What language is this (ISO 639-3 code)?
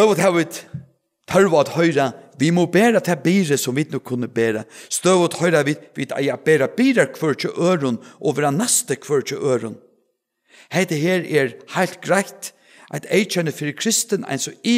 fao